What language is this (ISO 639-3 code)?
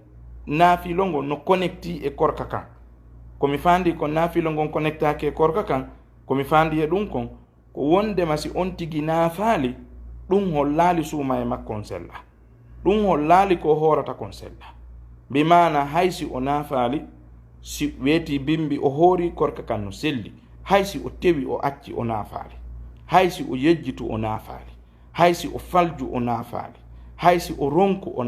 ful